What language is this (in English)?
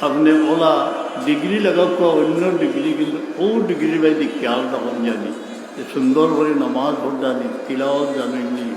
Sylheti